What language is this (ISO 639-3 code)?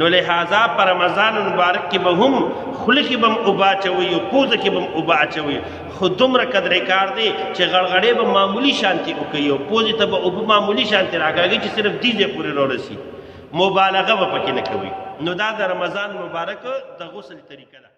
pus